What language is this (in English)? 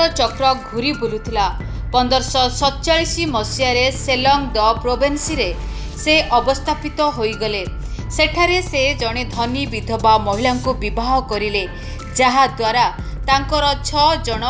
Odia